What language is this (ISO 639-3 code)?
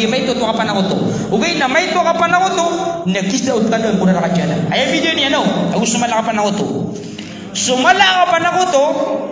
mrw